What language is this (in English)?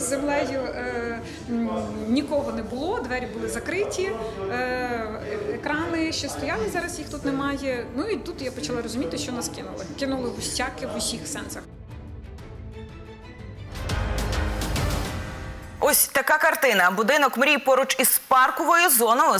Ukrainian